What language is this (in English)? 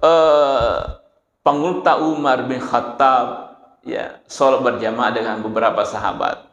Buginese